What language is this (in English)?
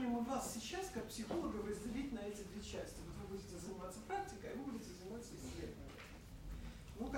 Russian